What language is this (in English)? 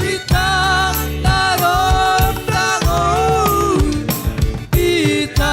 Batak Simalungun